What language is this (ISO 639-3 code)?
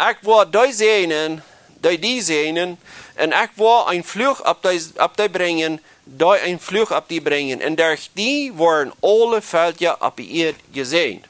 pdt